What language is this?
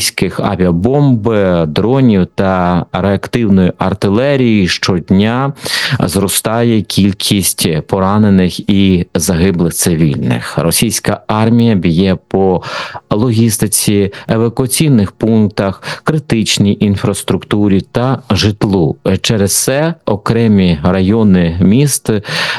Ukrainian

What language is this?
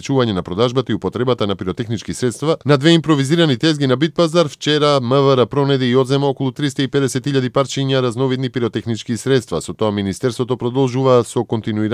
Macedonian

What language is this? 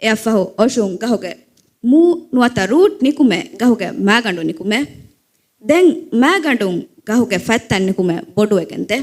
Divehi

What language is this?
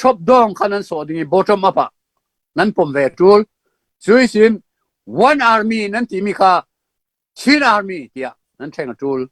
Falam Chin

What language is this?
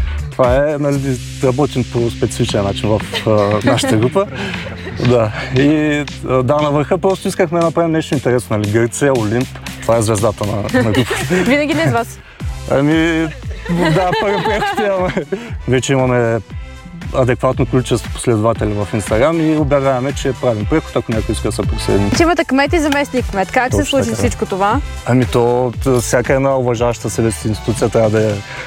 Bulgarian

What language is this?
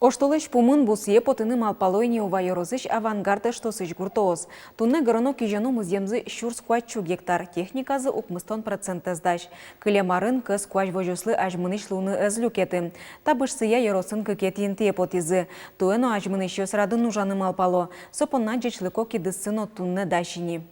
Udmurt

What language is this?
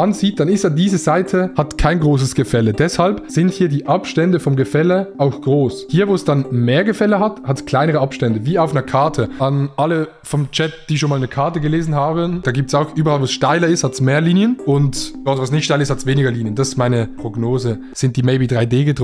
Swiss German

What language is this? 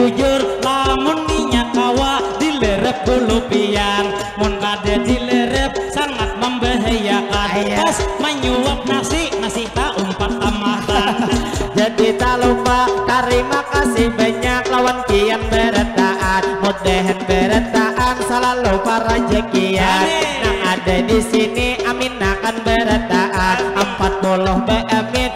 Banjar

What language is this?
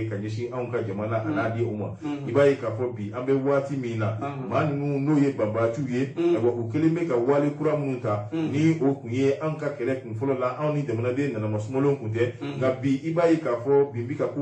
Bambara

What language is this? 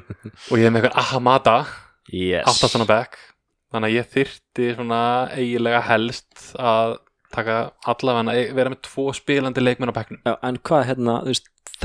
Icelandic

